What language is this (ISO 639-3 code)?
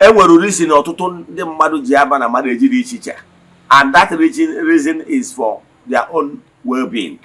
ibo